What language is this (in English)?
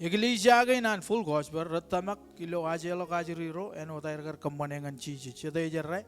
Marshallese